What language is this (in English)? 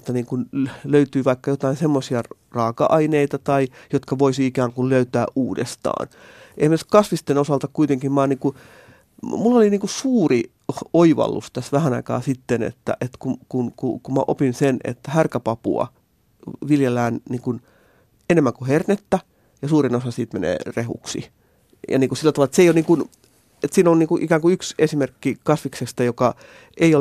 Finnish